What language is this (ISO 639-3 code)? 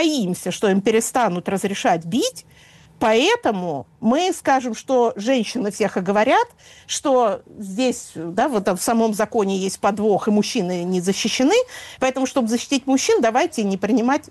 rus